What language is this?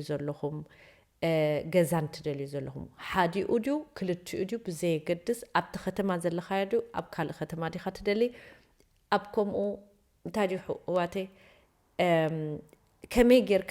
Tigrinya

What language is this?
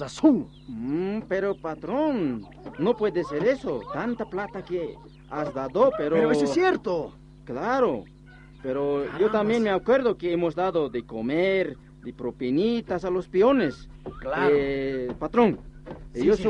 Aymara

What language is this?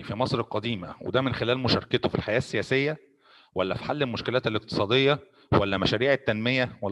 Egyptian Arabic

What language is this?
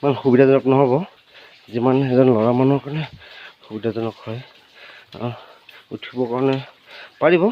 Assamese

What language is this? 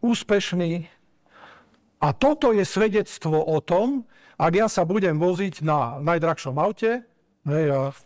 Slovak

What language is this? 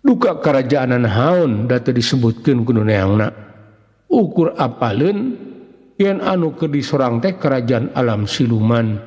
Sundanese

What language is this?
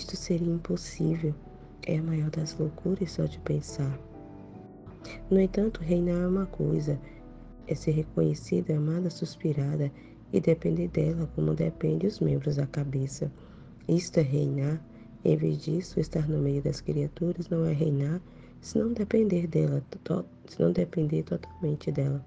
Portuguese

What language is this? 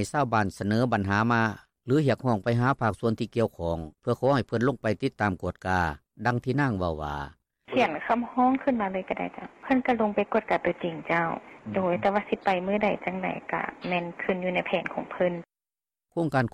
Lao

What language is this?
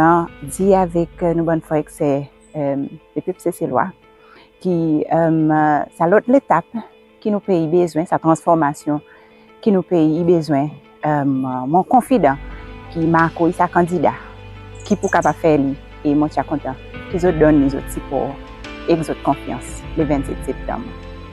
Seselwa Creole French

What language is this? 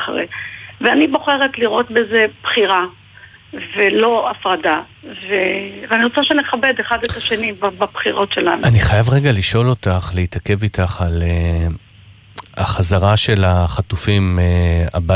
Hebrew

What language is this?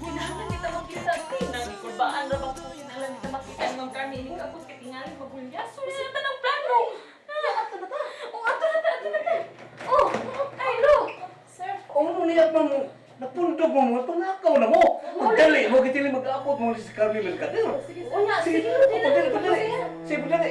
Cebuano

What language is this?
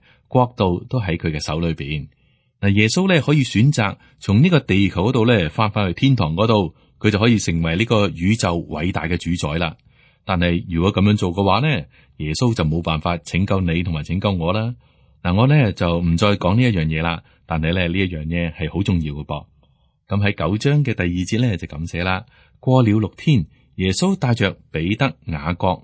Cantonese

